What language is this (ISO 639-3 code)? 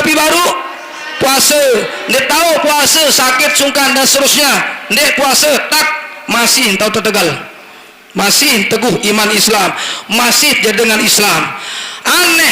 sas